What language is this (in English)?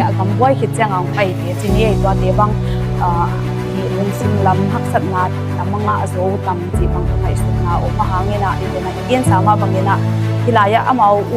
Tedim Chin